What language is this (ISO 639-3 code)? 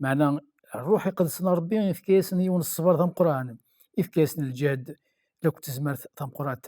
kab